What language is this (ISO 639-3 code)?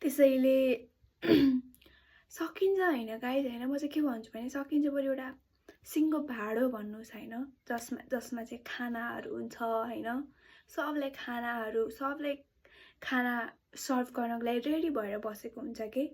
nep